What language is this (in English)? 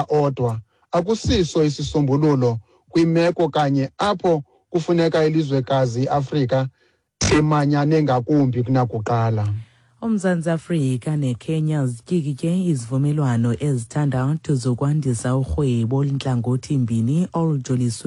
Xhosa